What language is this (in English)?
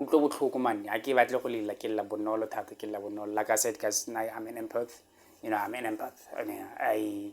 Tswana